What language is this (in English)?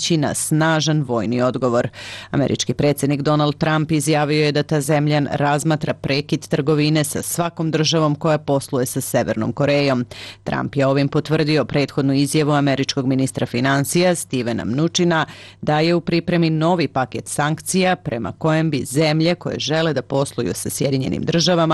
Serbian